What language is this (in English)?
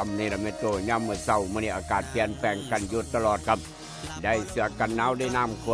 Northeastern Thai